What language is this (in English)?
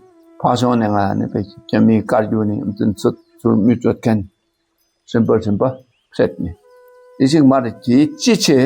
Dakpakha